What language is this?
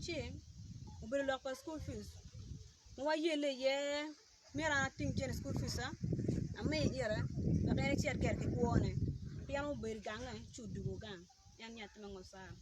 Acoli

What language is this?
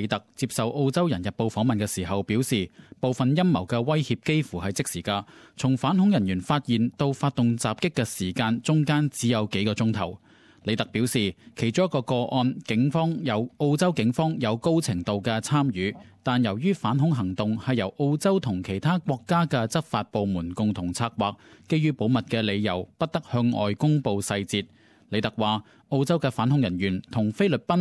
Cantonese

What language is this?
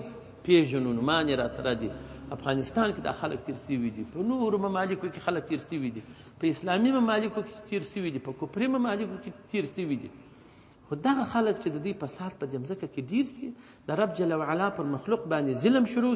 Pashto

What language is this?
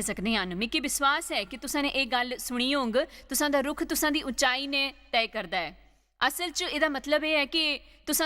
Dogri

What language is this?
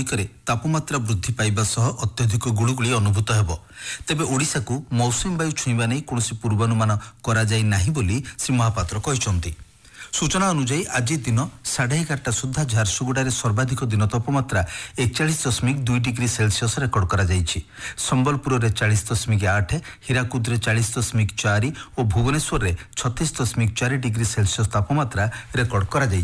Odia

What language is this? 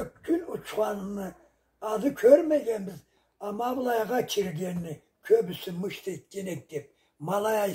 Karachay-Balkar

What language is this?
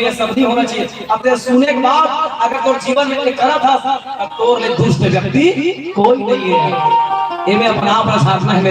Chhattisgarhi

